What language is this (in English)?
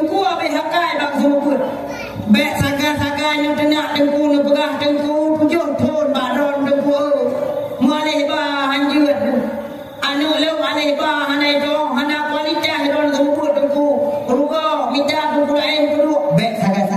Achinese